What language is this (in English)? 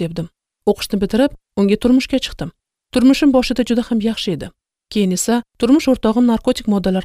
Uzbek